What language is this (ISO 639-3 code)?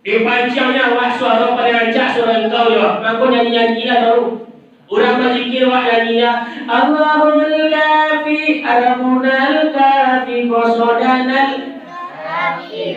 min